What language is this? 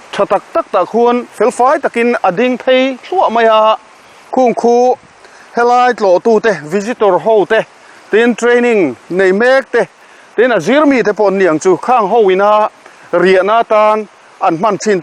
Mizo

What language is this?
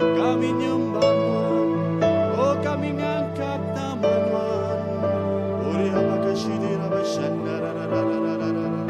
Iban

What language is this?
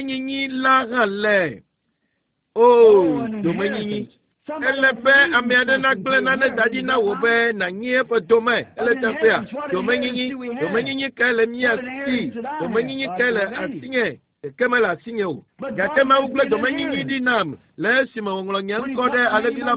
Ewe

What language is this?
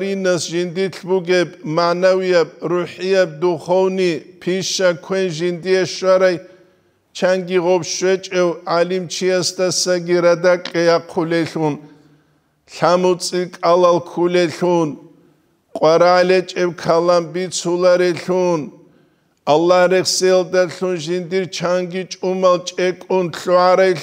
Avaric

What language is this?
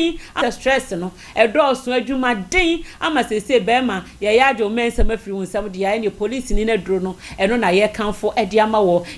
Akan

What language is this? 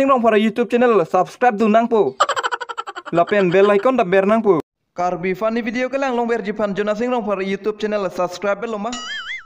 Karbi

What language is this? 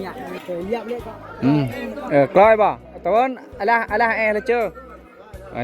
Lao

